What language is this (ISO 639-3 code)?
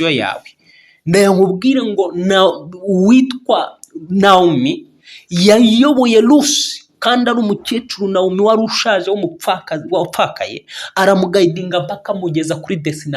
kin